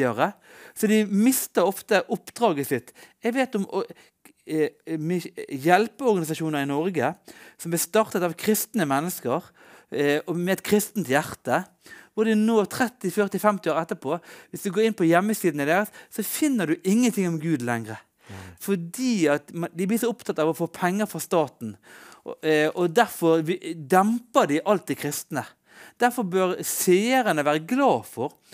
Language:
Norwegian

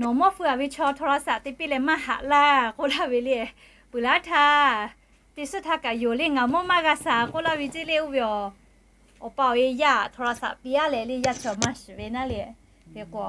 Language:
Lahu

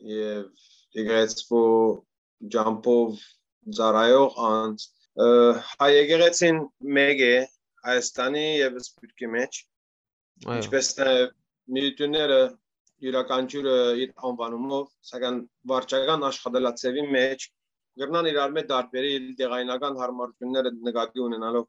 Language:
Western Armenian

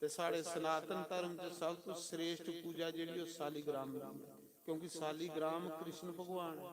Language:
Dogri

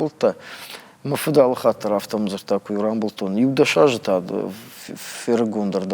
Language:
Ossetic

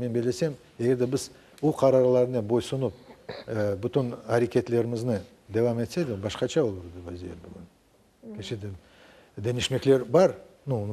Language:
Crimean Tatar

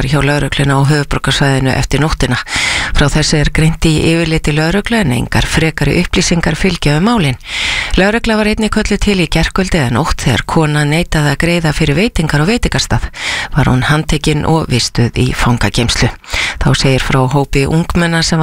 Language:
Icelandic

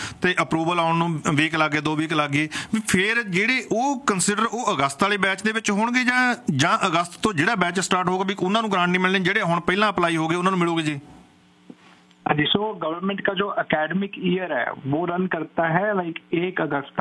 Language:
Punjabi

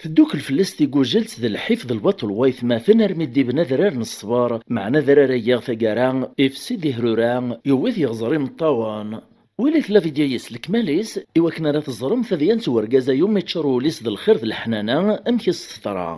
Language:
Kabyle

